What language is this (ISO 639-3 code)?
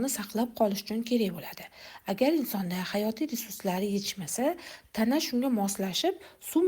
uzb